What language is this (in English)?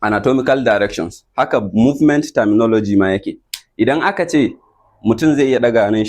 Hausa